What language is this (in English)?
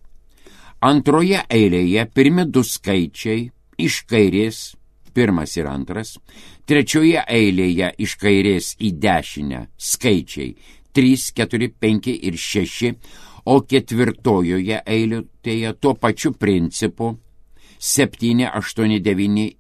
Lithuanian